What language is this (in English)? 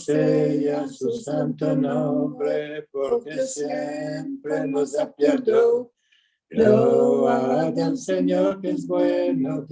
Ladino